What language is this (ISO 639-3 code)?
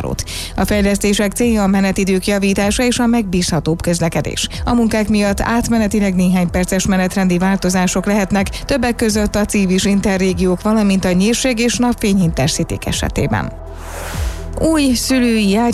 hun